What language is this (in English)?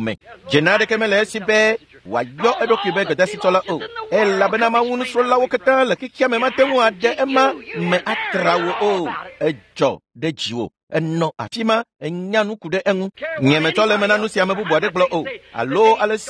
Ewe